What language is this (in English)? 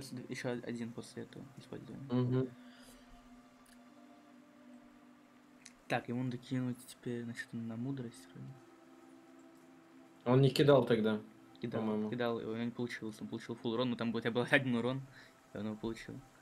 Russian